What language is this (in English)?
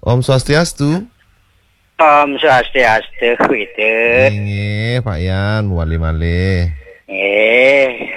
Balinese